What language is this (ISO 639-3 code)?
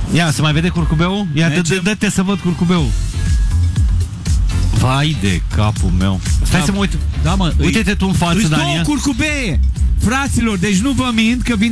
ron